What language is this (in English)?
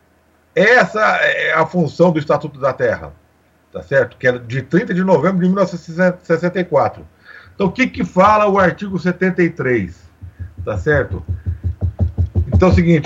Portuguese